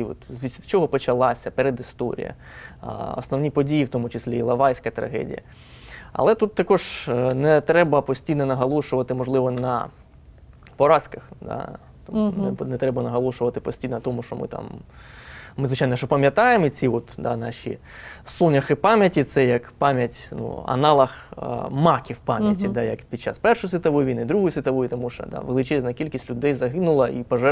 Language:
Ukrainian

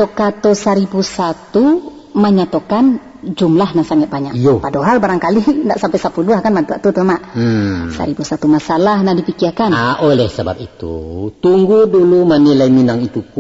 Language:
Minangkabau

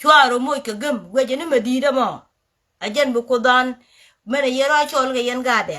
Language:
Nuer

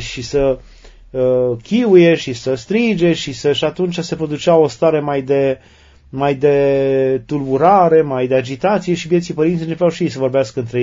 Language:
Romanian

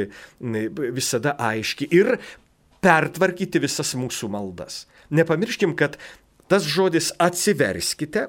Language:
Lithuanian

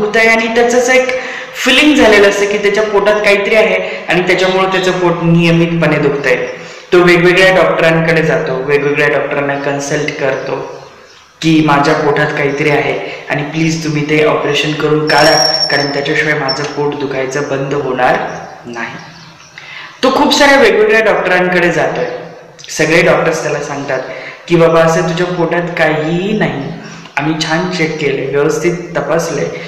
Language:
Marathi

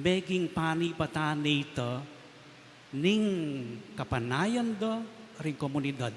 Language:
Pampanga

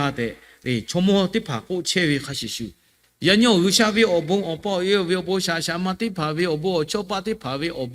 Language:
Lahu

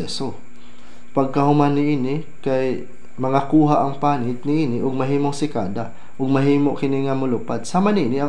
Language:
Cebuano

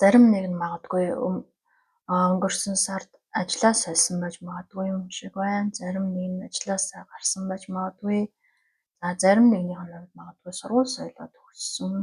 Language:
Mongolian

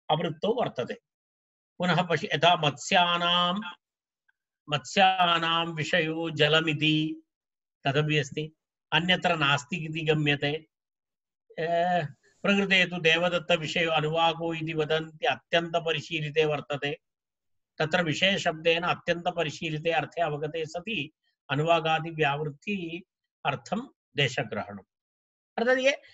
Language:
Sanskrit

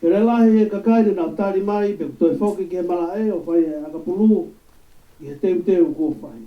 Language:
Tongan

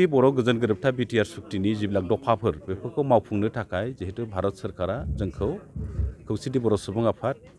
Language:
Bodo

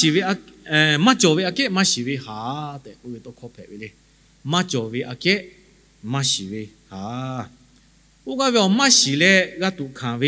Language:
Lahu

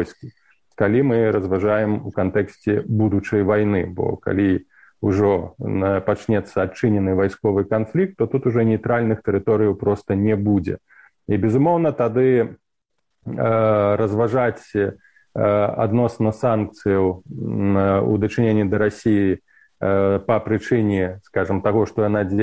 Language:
Belarusian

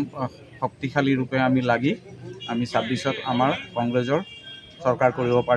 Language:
Assamese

